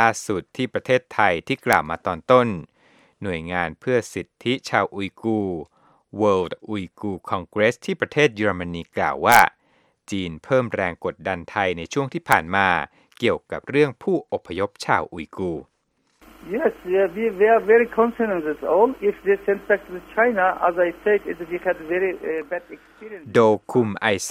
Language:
Thai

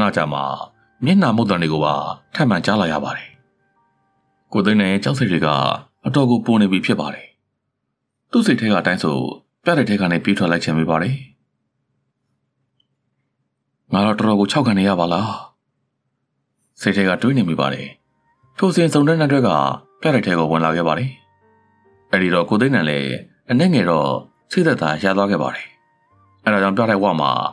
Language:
Burmese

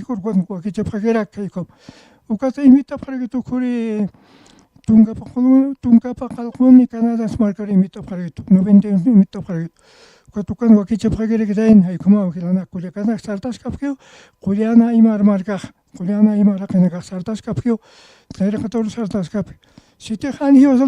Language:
Aymara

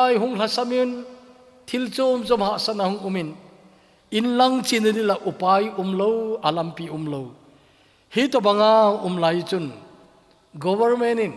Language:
Thado Chin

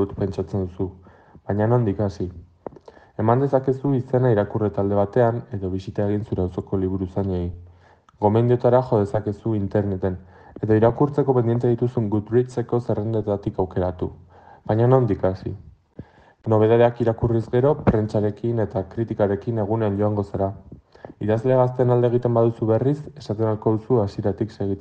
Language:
Basque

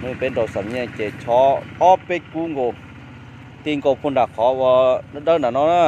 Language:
Hmong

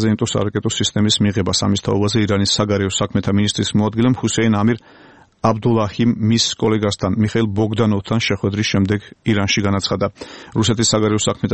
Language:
Georgian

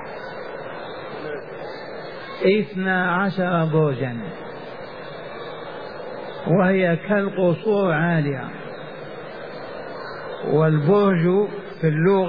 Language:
Arabic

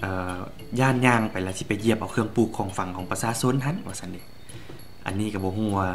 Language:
Lao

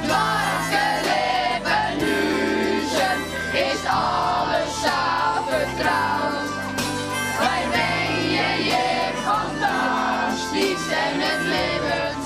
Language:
Western Frisian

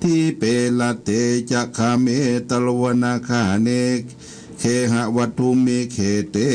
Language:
Pali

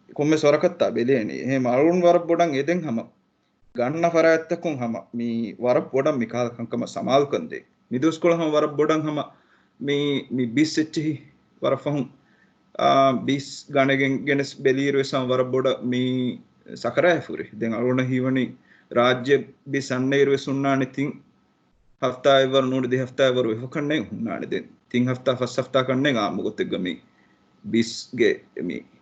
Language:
Divehi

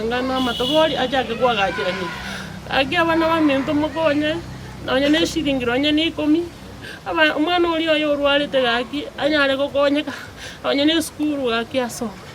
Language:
Gusii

